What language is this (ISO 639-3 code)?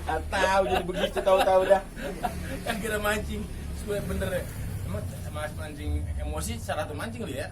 bew